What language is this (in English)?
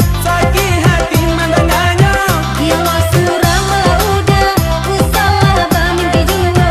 Minangkabau